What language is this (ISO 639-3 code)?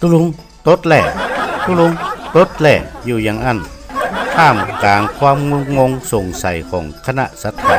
nod